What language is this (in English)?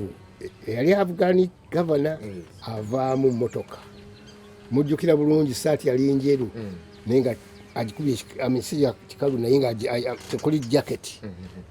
Ganda